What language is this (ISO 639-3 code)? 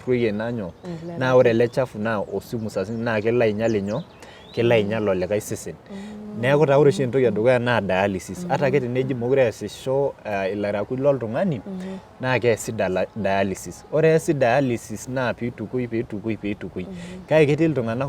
mas